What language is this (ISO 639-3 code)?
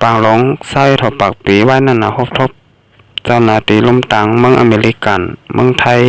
shn